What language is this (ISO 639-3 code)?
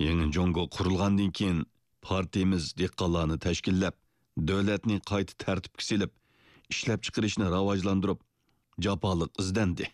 uig